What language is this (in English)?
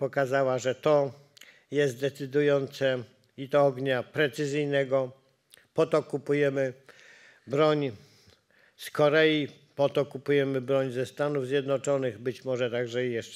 Polish